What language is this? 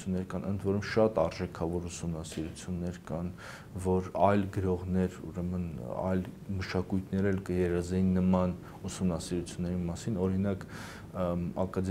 Armenian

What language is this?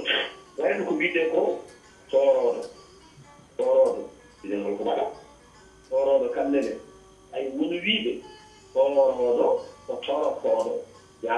Fula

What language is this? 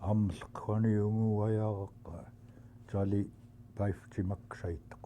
Central Yupik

